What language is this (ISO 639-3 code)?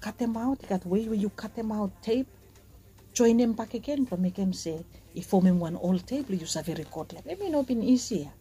bis